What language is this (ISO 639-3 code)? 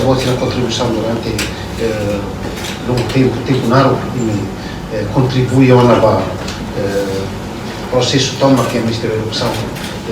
tet